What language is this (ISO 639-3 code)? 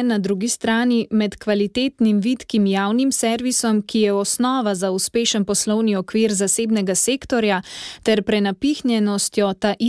slv